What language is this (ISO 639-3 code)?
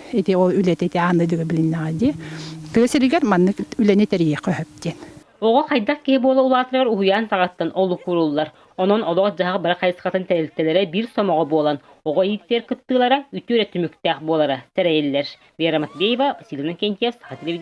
sah